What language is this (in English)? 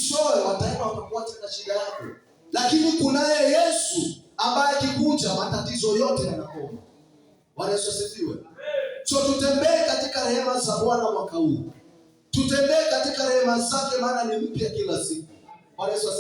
Swahili